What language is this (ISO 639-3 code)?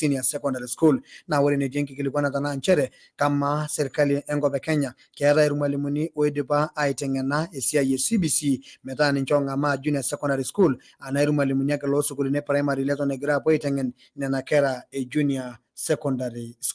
mas